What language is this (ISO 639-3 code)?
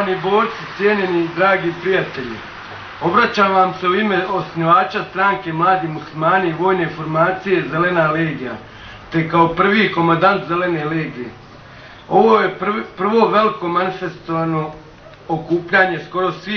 bos